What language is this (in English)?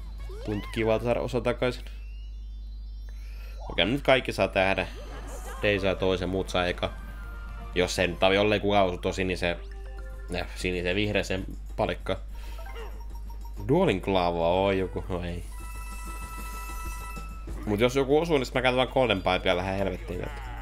Finnish